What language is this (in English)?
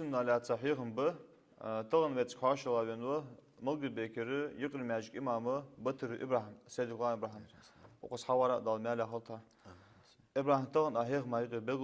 Ingush